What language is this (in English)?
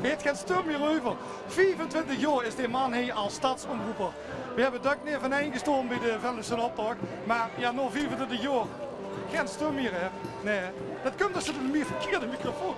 Limburgish